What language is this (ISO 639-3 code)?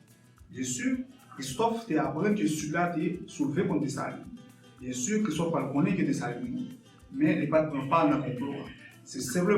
hat